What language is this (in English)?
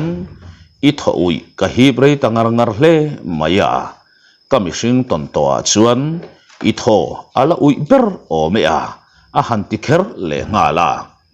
Mizo